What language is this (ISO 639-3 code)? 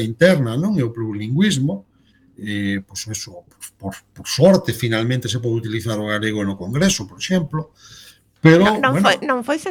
glg